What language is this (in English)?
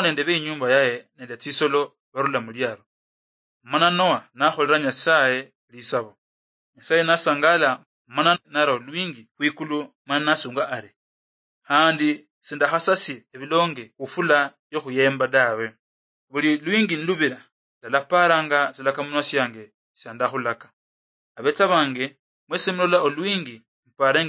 Luyia